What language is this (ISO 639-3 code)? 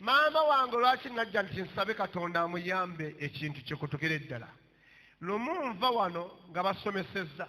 lug